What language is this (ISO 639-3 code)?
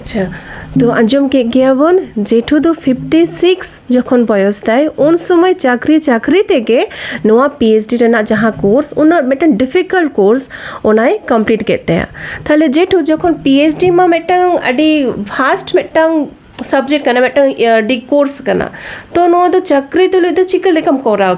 sat